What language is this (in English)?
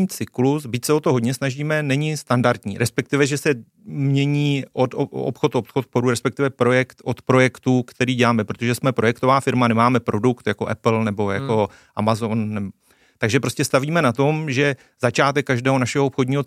Czech